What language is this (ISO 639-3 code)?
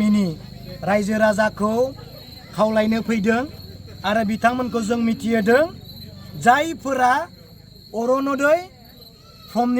brx